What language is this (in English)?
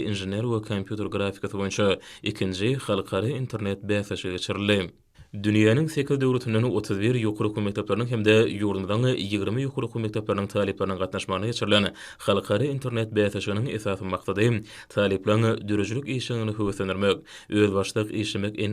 Turkmen